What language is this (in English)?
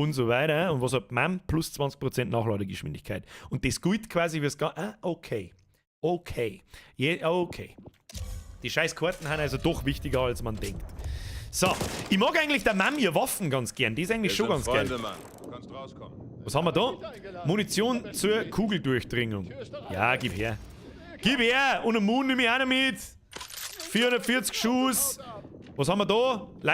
Bavarian